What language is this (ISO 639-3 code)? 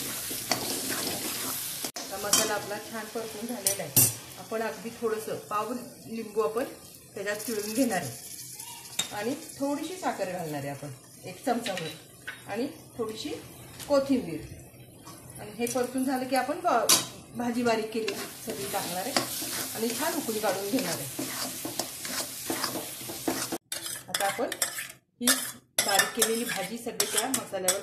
mar